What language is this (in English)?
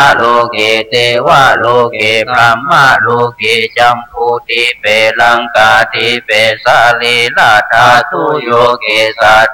Pali